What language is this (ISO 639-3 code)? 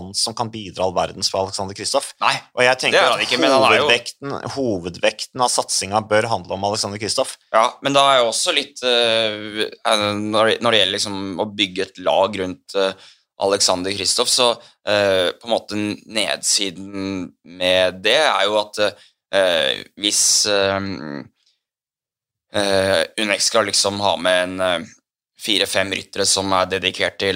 nor